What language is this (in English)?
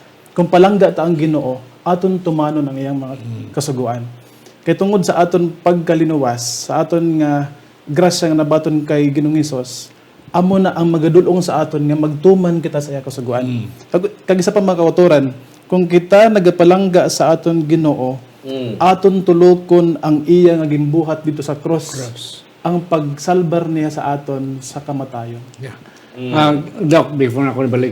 Hiligaynon